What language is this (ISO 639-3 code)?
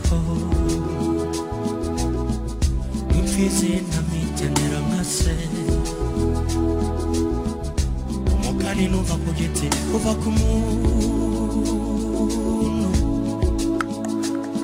kin